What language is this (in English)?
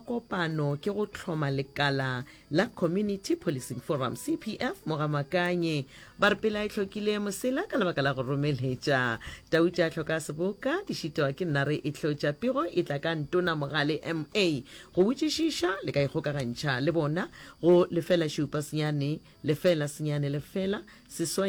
Northern Sotho